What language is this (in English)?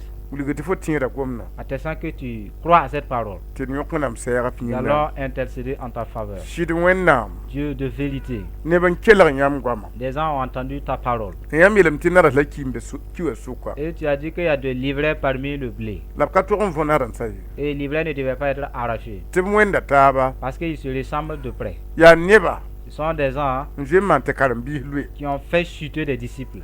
Mossi